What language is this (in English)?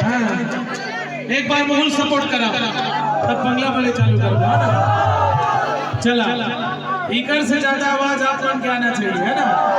Chhattisgarhi